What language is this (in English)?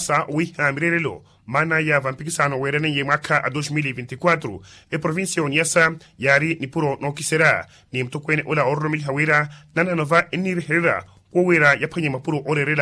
Makhuwa